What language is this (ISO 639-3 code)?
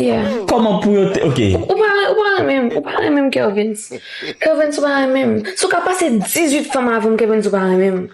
hat